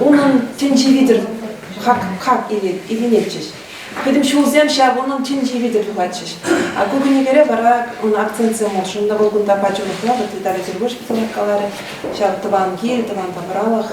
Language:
Chuvash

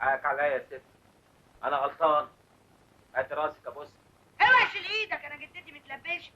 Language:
Egyptian Arabic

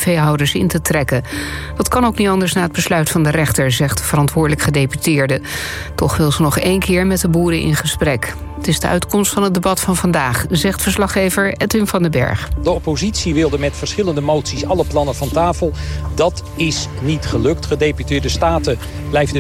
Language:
Dutch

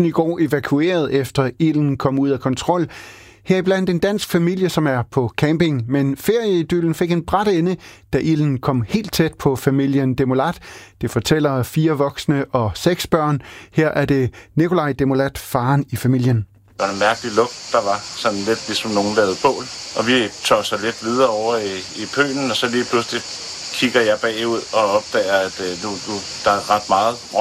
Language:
Danish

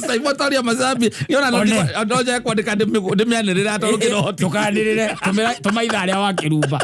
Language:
Kikuyu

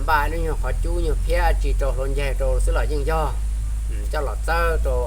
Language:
Hmong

